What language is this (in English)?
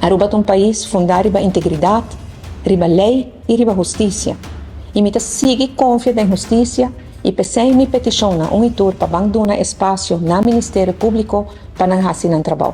Papiamento